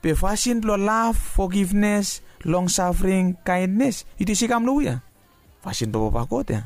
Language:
Bislama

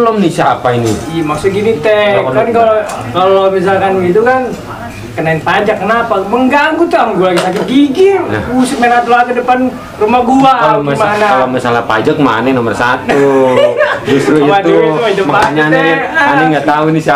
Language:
Betawi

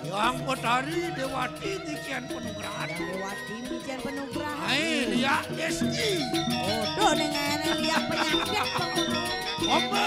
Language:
Balinese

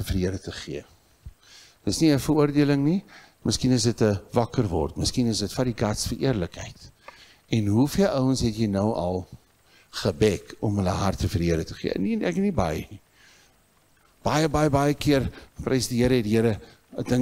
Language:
Afrikaans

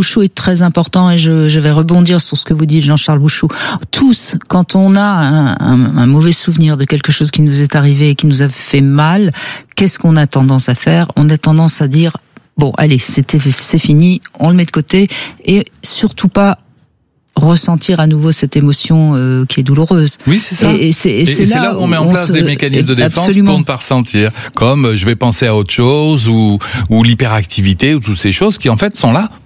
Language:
French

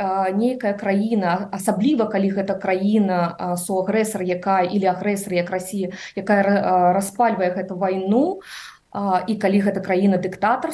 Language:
Belarusian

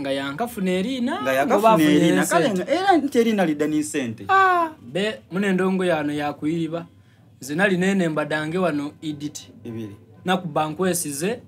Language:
Soga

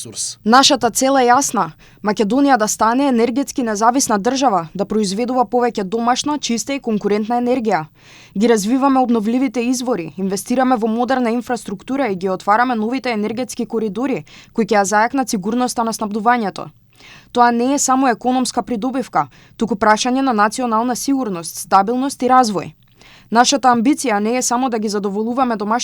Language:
Macedonian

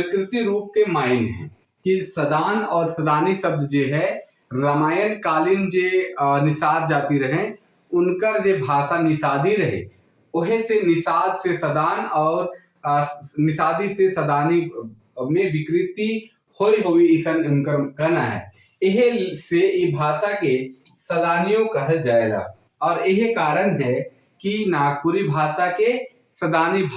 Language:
Sadri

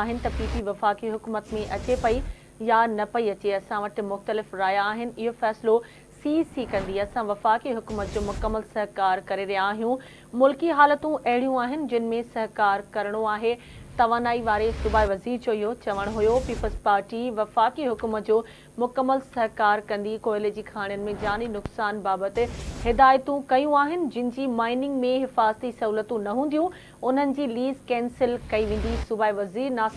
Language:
Sindhi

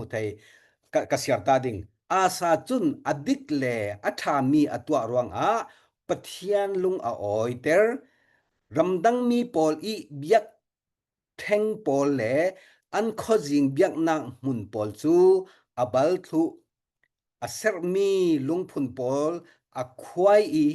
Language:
Falam Chin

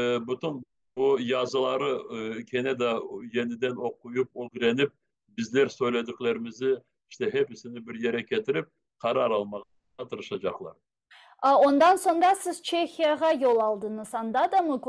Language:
Crimean Tatar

